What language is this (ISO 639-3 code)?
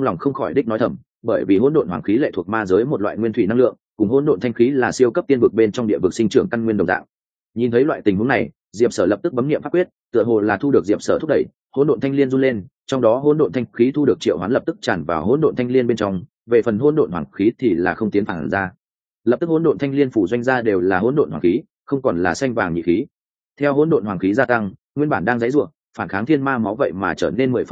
vie